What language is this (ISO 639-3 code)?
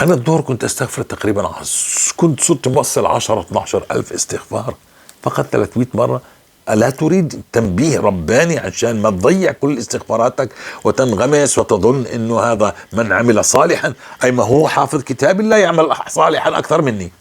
apc